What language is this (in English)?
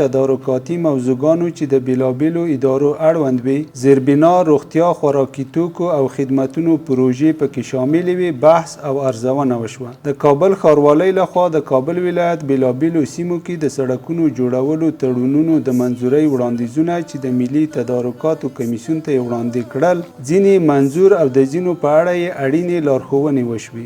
Pashto